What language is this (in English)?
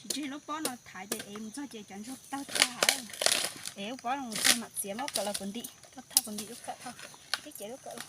Hmong